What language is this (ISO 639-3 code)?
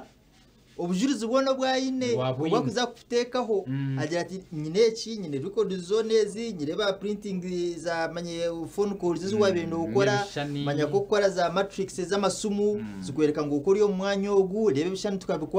nyn